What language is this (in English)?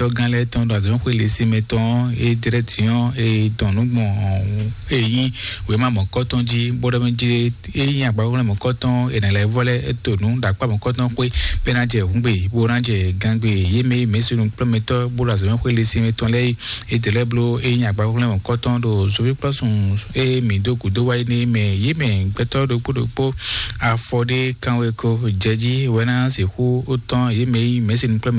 Fon